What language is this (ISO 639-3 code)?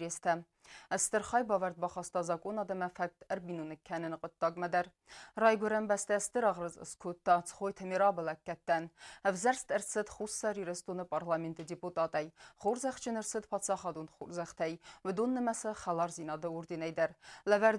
oss